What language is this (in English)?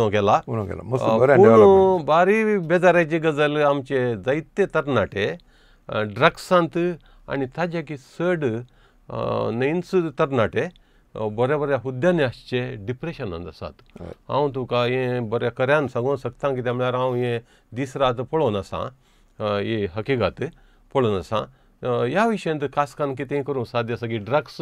Konkani